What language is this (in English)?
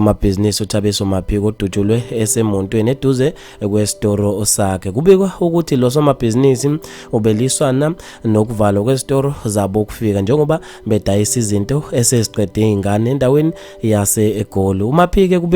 Zulu